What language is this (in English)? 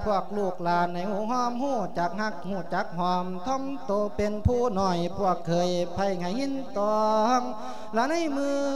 Lao